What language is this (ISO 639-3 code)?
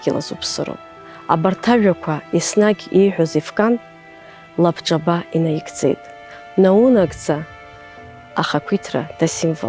abk